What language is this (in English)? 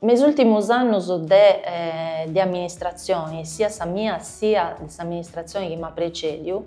Sardinian